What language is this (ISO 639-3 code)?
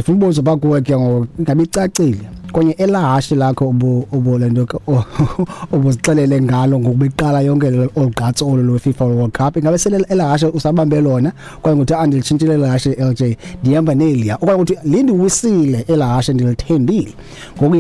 xho